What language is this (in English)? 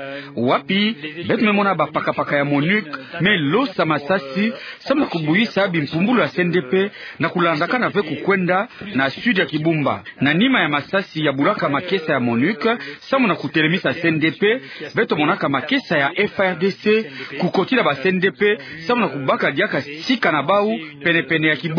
Kituba (Democratic Republic of Congo)